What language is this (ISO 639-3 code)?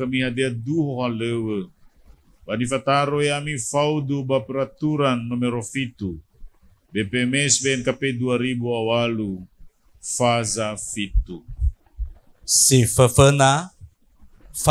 nia